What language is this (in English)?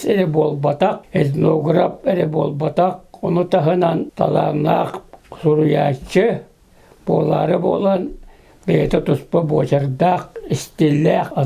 Yakut